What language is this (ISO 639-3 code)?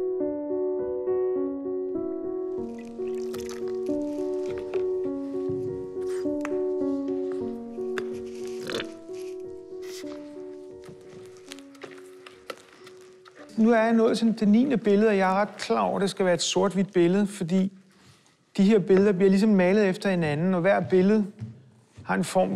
dan